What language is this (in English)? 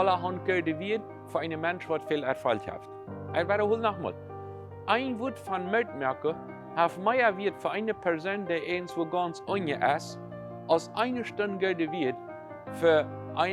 Plautdietsch